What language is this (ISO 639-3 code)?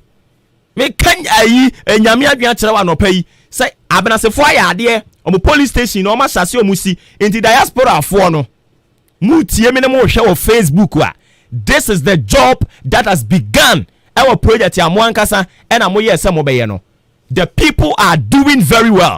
aka